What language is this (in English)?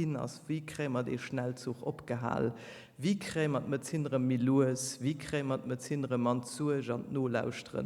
Luxembourgish